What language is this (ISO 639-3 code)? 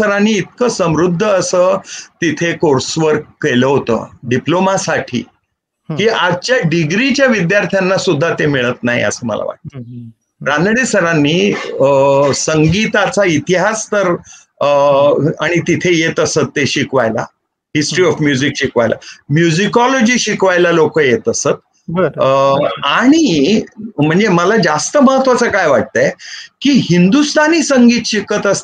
mar